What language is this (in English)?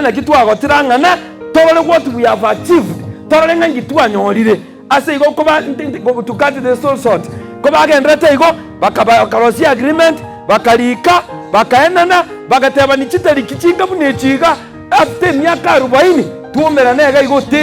Gusii